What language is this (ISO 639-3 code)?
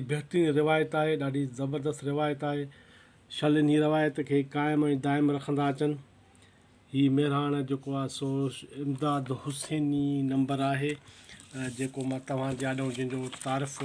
snd